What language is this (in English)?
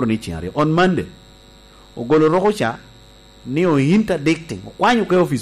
Lango (Uganda)